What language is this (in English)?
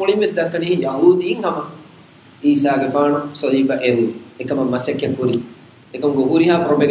Divehi